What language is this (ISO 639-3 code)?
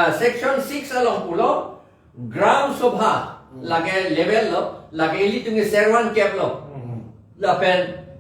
mjw